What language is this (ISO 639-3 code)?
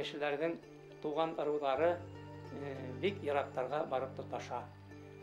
bak